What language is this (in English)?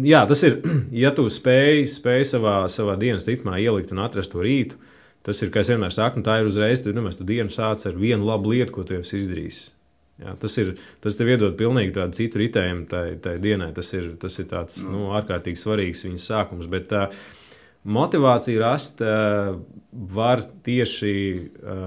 Latvian